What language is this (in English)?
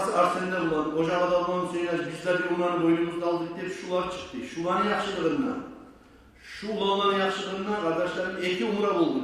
Kumyk